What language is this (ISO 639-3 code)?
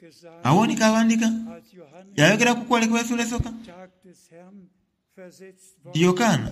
xog